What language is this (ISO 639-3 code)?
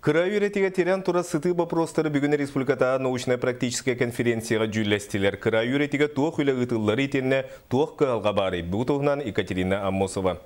sah